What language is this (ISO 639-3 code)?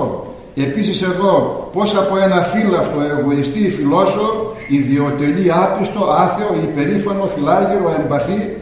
ell